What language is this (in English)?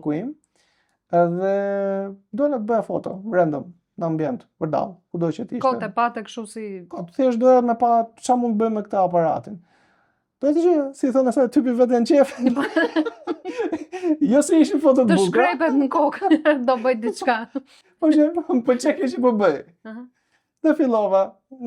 Albanian